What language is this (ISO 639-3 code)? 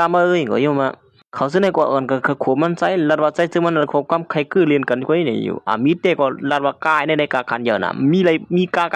shn